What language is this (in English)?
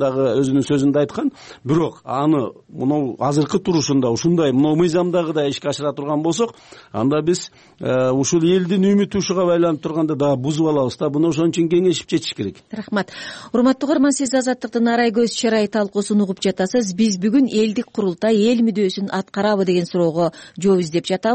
Kyrgyz